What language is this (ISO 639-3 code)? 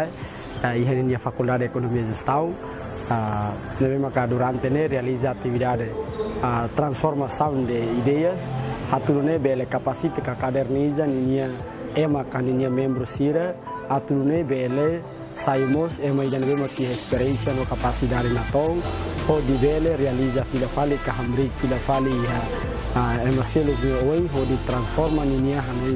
tet